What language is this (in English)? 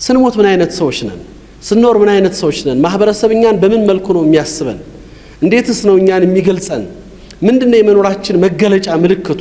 Amharic